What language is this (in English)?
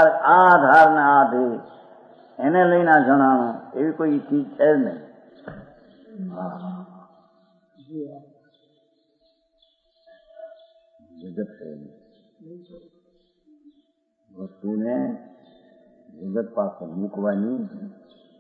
Gujarati